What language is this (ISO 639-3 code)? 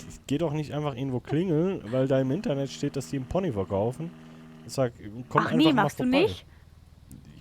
gsw